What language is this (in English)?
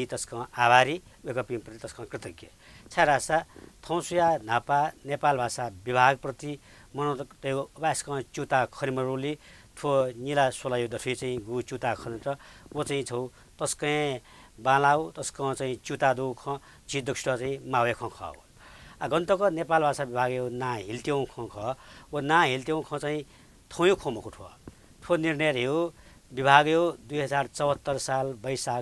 Newari